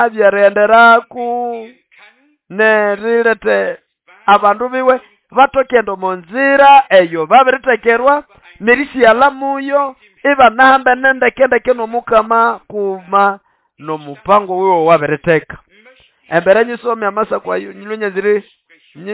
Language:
Nande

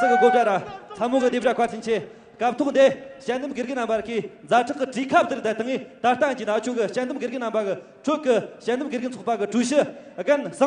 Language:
Tibetan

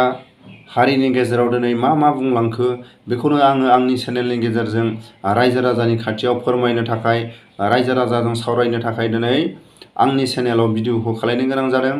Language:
Bodo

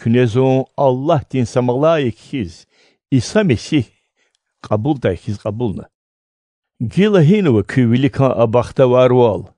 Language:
Lezghian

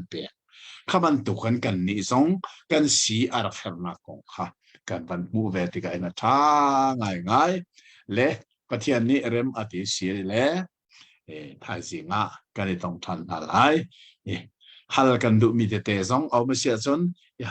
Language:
Hakha Chin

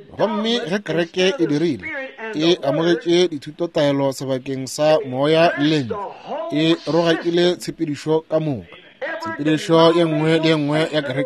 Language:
Northern Sotho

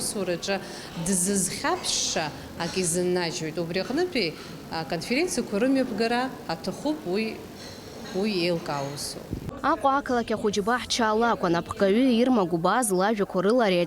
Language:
Abkhazian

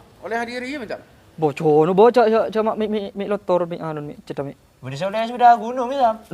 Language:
Madurese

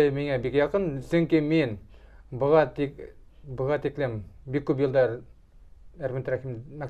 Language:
Bashkir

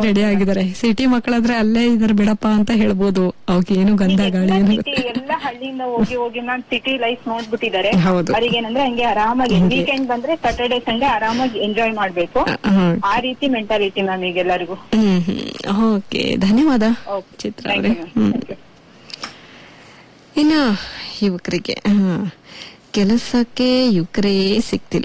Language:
Kannada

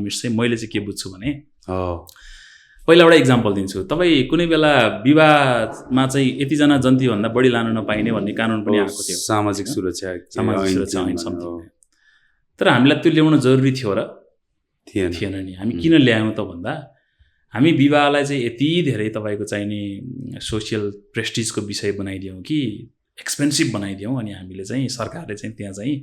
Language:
Nepali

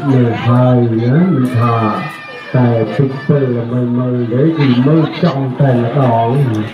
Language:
Khmer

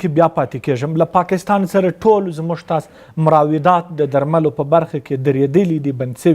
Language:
Pashto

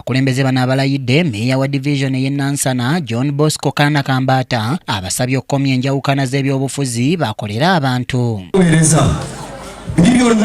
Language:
Ganda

